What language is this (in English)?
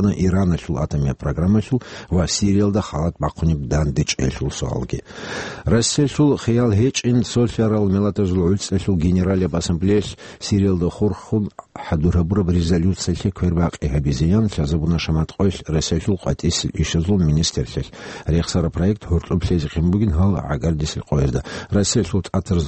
Avaric